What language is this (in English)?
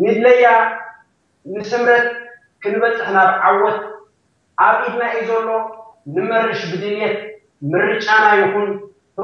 Tigrinya